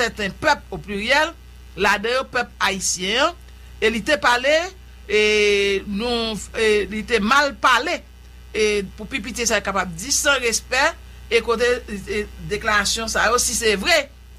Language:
Haitian Creole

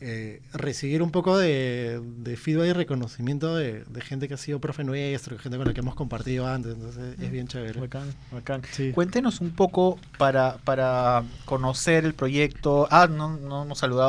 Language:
Spanish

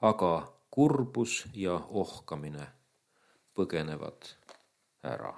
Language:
Estonian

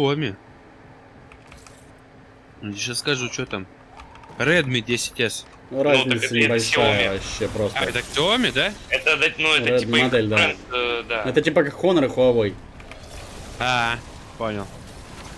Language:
Russian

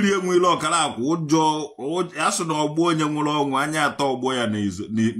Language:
Igbo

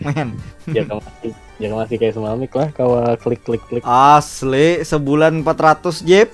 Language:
Banjar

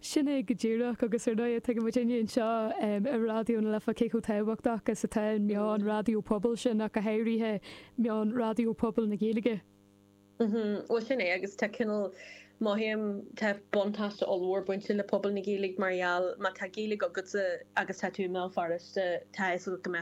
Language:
Irish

